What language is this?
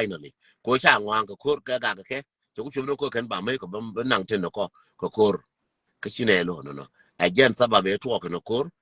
Nuer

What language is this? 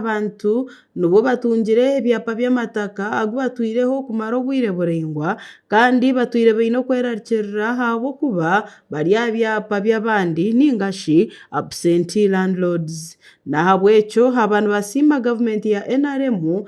Nyankole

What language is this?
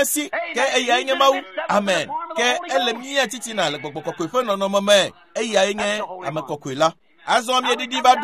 Ewe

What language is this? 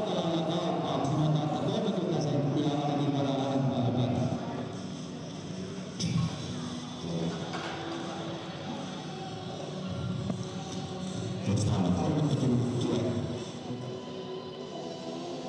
Finnish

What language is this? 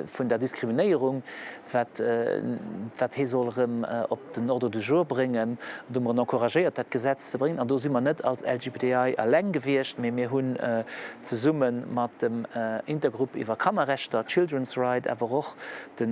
Luxembourgish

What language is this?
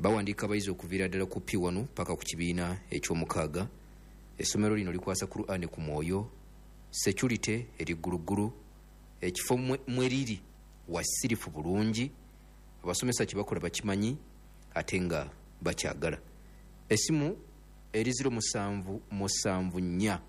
Ganda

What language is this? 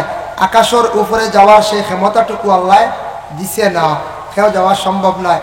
Sylheti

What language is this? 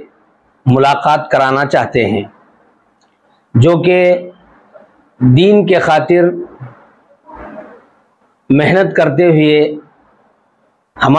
Urdu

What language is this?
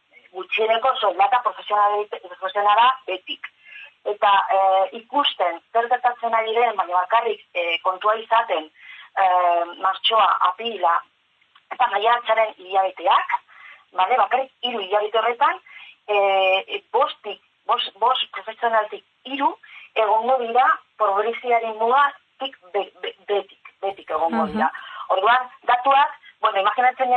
Basque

